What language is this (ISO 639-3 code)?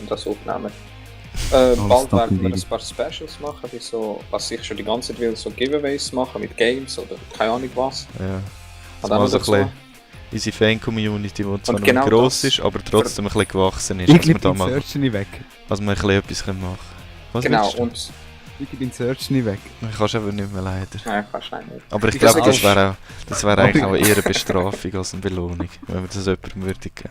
gsw